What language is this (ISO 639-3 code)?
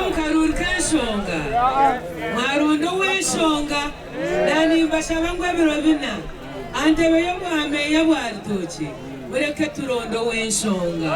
nyn